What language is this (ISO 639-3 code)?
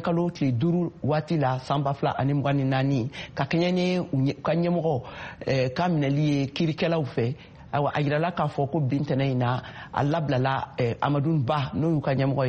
bam